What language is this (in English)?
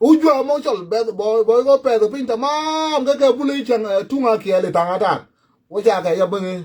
Nuer